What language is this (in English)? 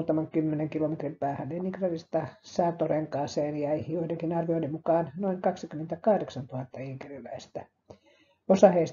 Finnish